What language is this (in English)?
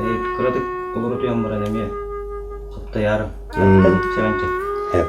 Yakut